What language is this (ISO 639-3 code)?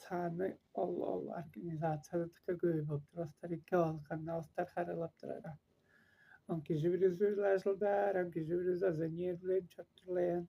tyv